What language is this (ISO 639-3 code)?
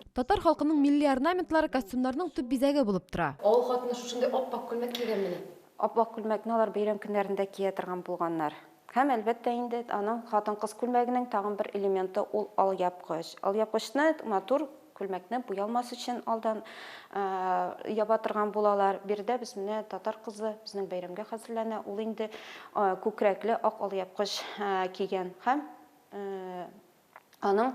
tat